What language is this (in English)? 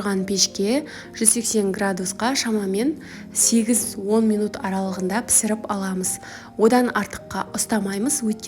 Kazakh